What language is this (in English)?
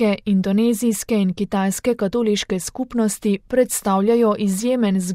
Slovenian